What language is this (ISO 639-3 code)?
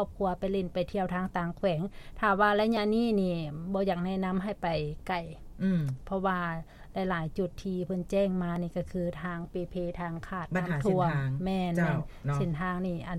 lao